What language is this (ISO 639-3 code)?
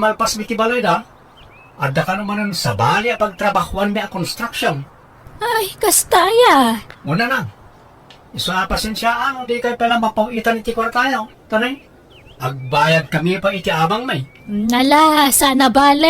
ilo